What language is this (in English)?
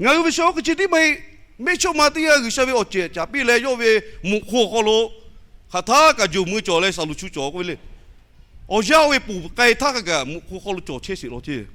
Lahu